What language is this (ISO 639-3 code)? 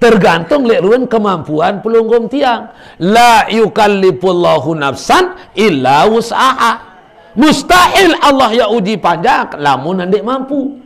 sas